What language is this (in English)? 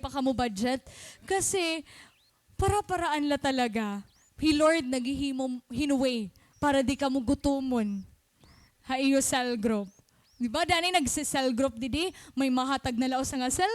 Waray